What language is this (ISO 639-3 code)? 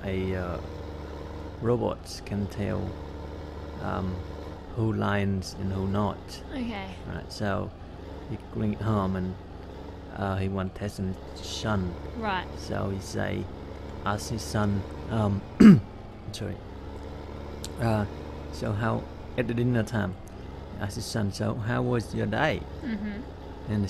eng